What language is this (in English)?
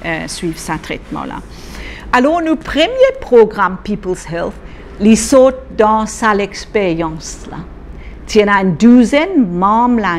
Morisyen